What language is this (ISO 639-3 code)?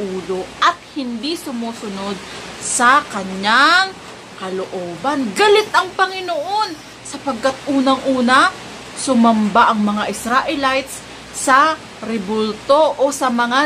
fil